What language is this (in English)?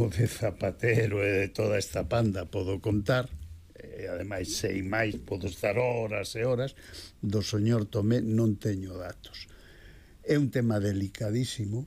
Galician